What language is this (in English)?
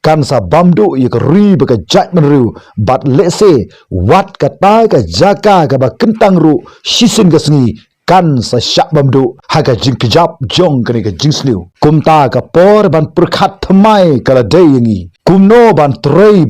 Khasi